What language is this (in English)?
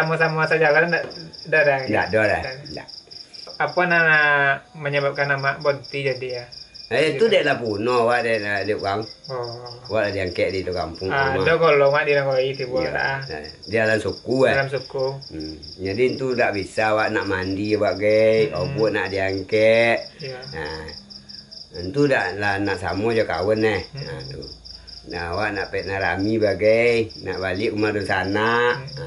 Minangkabau